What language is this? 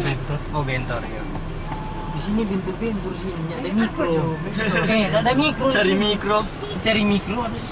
Manado Malay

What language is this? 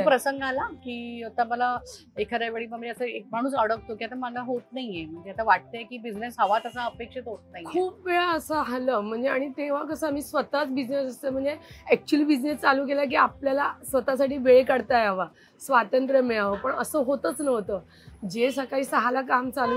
Marathi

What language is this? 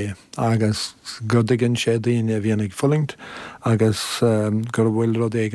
Irish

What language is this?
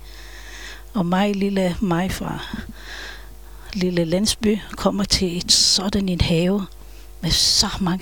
Danish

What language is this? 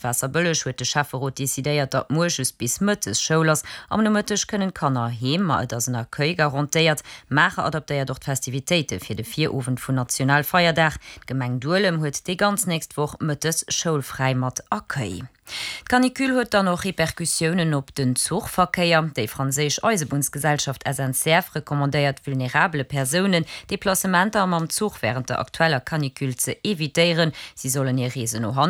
Luxembourgish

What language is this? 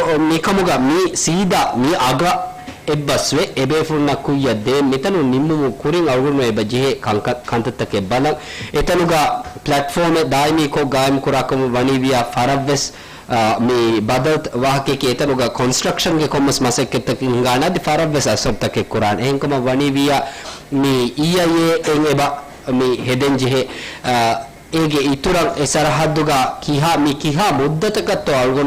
Divehi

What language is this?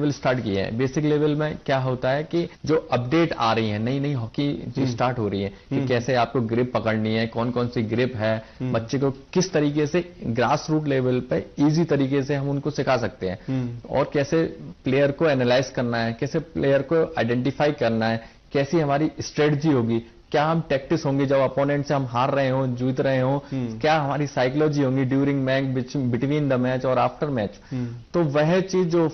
Hindi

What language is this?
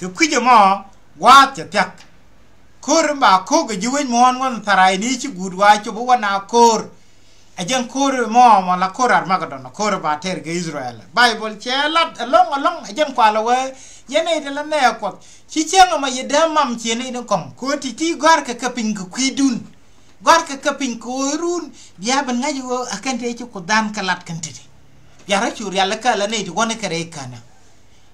Nuer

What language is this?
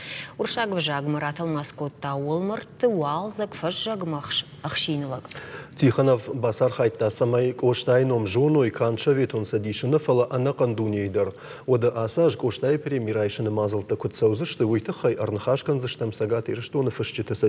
Ossetic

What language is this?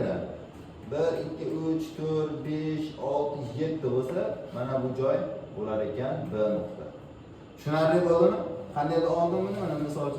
Uzbek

